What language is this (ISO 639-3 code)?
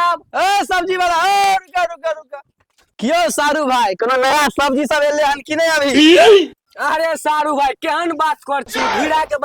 mai